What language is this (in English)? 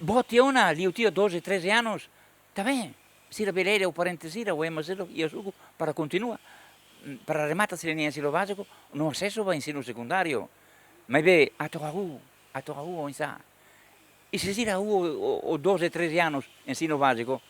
Tetum